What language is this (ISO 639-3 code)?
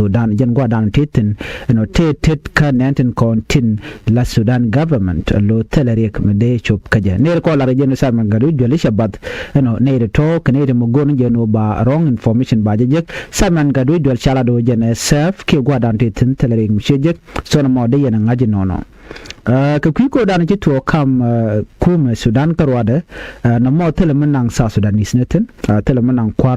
nus